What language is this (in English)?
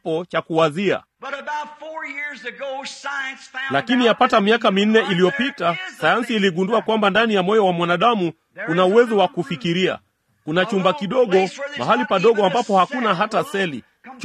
Swahili